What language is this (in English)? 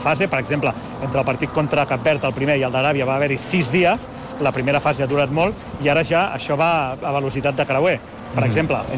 Catalan